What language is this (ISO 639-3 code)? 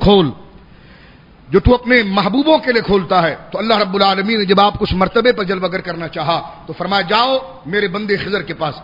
urd